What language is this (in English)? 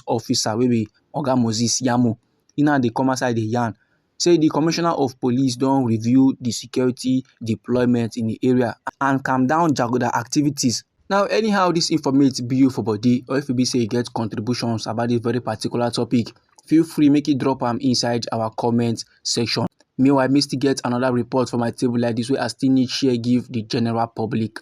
Nigerian Pidgin